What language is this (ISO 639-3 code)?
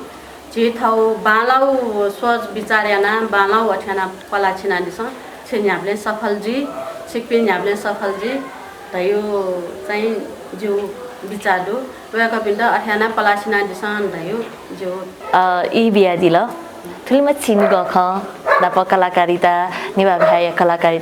new